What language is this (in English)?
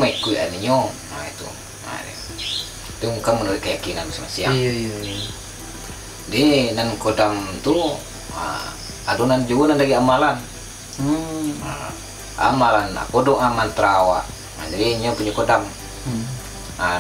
Minangkabau